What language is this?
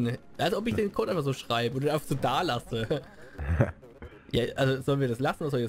German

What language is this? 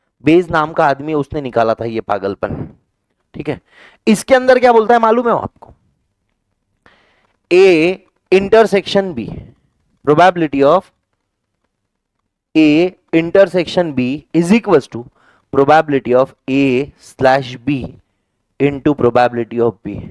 Hindi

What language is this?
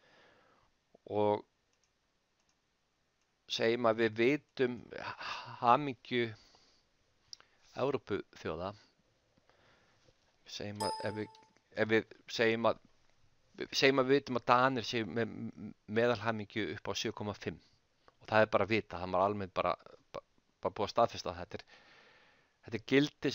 Icelandic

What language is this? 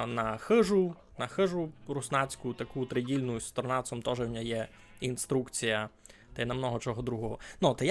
Rusyn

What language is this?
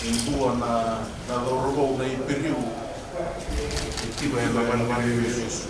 Fijian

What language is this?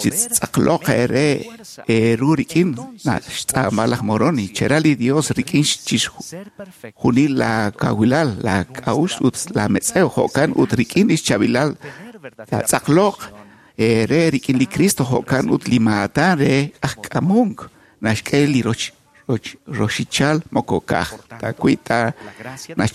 Kekchí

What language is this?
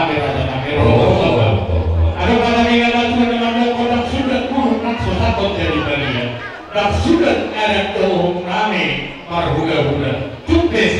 Batak Toba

